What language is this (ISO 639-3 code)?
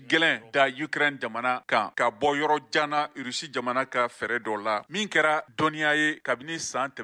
bam